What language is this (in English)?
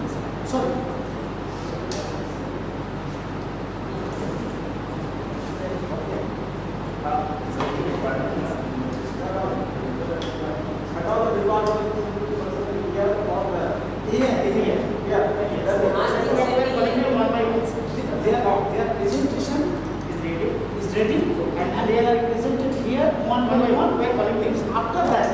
English